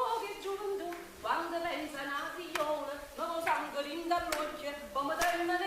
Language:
Neapolitan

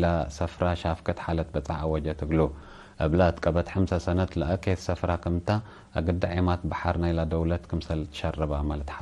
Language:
Tigre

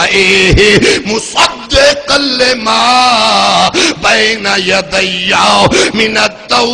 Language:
Saraiki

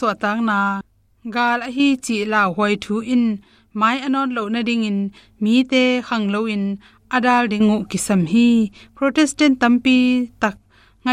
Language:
Tedim Chin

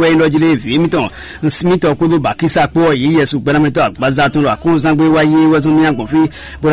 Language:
Fon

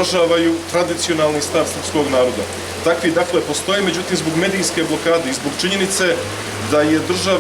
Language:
Serbian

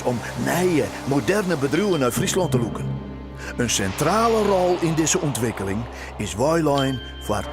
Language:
Western Frisian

